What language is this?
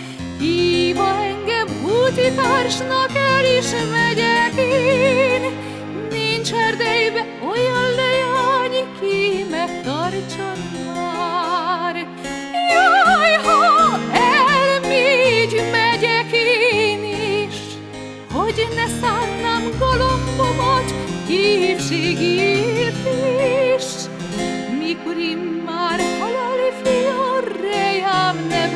Hungarian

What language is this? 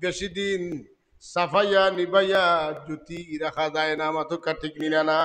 Sylheti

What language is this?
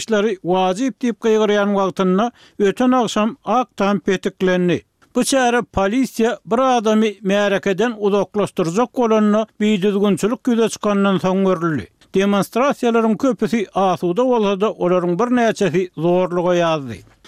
Turkmen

